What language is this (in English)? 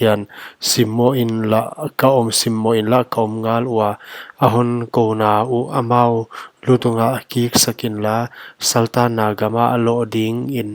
Paite Chin